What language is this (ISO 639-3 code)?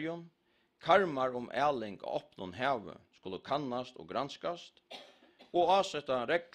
fao